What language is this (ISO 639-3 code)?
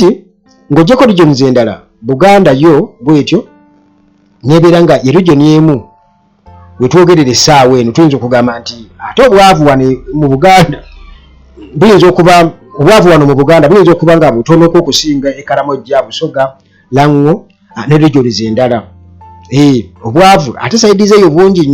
lug